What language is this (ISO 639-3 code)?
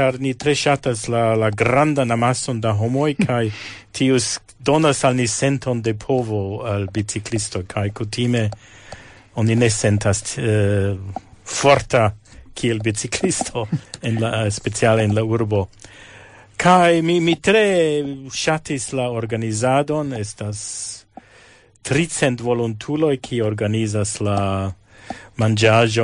epo